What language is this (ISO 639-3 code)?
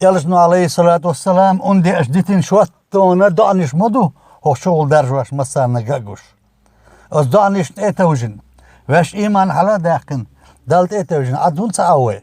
che